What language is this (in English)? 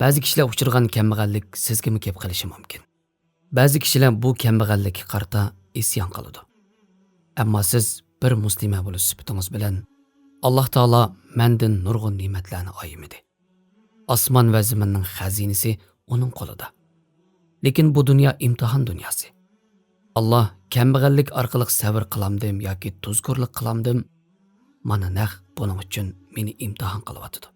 Uyghur